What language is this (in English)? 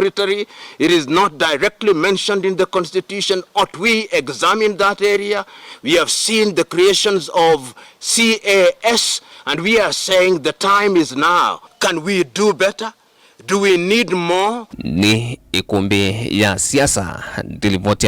Kamba